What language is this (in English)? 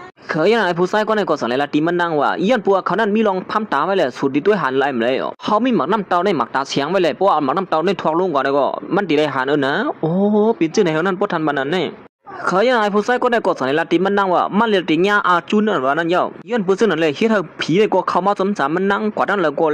Shan